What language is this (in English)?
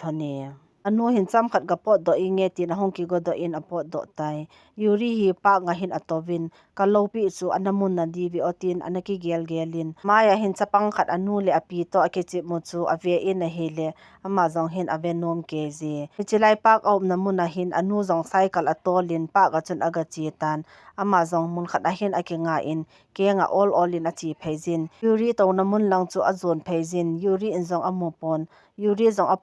Thado Chin